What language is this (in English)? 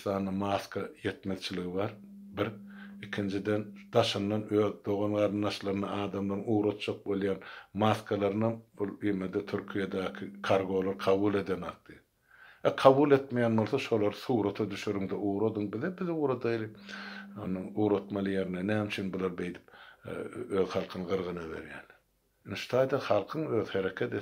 Turkmen